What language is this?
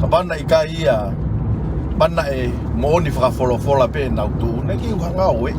Tongan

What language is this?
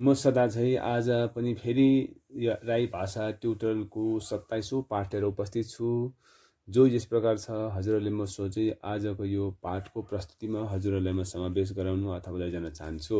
Nepali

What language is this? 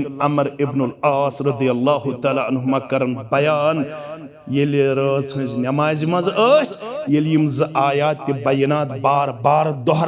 Kashmiri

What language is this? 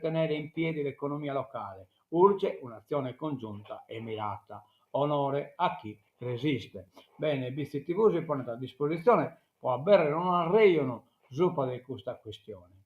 Sardinian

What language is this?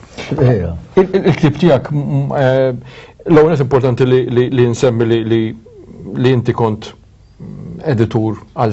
Maltese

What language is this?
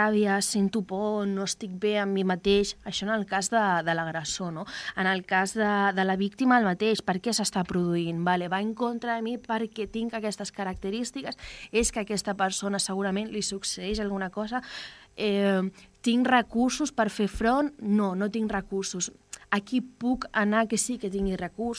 Catalan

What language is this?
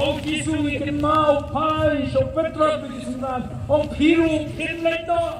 Khasi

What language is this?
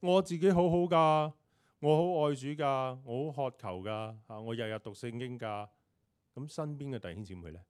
Cantonese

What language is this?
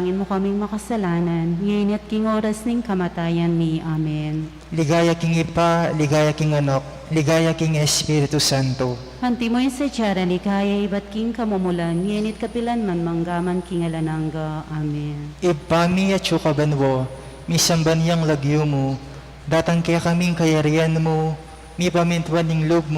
Pampanga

